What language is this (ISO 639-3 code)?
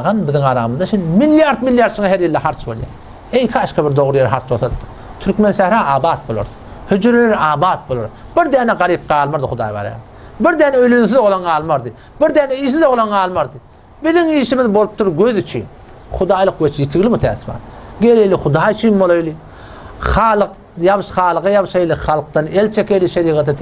tuk